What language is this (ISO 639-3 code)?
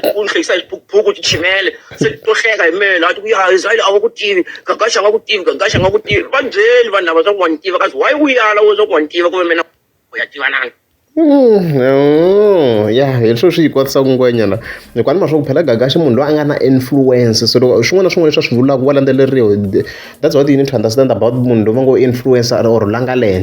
tso